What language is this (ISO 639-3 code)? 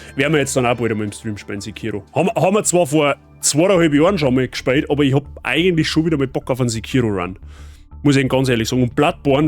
bar